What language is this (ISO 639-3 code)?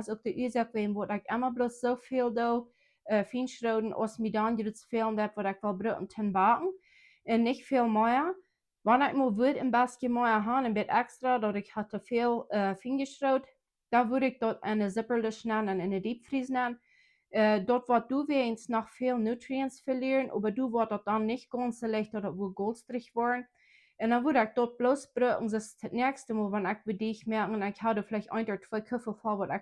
pdt